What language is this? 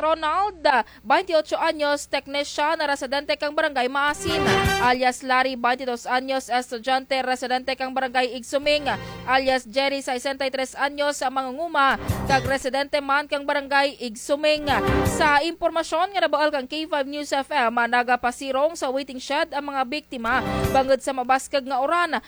Kinaray-a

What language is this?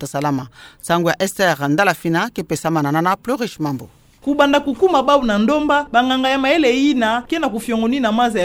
Kituba (Democratic Republic of Congo)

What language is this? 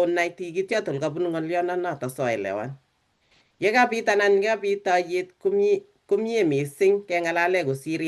Kalenjin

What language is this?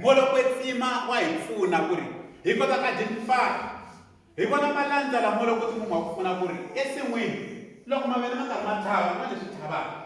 Tsonga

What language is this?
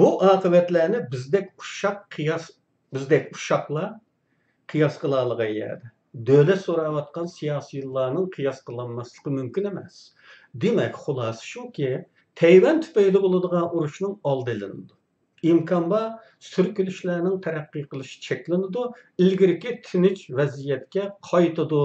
Uyghur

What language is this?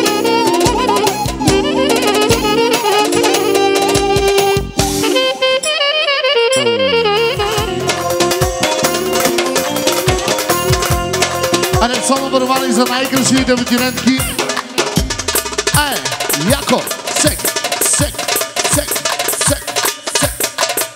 Bulgarian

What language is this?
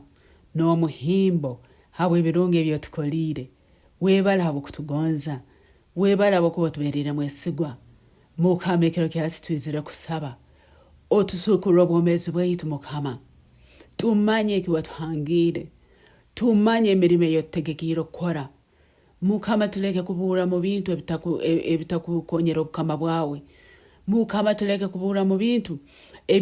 Nyankole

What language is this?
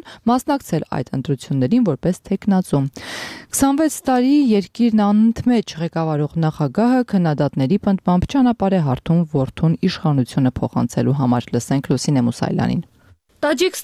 Armenian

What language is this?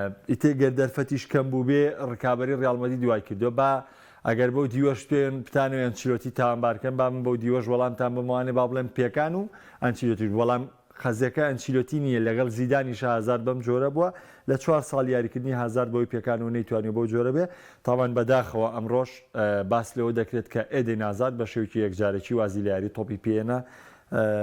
Central Kurdish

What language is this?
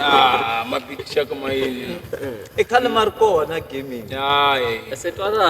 Tsonga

